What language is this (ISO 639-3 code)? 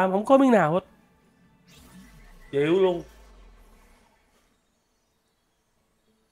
vie